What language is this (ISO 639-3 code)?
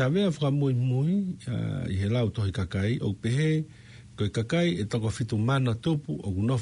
ton